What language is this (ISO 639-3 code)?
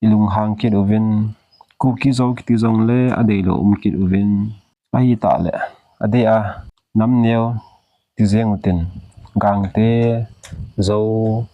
tcz